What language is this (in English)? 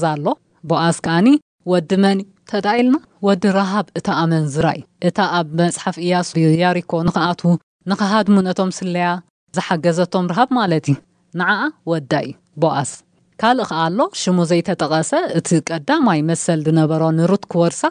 Tigrinya